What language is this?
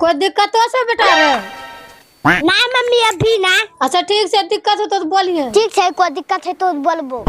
Angika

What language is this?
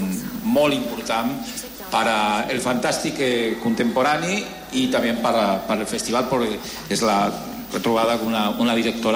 Catalan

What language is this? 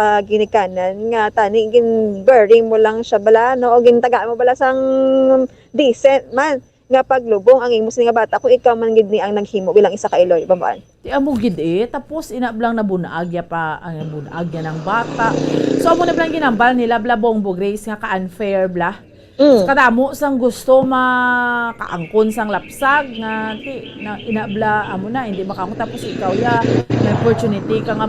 Hiligaynon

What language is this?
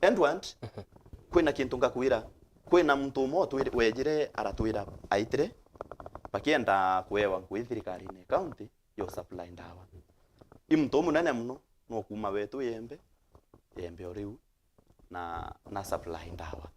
Meru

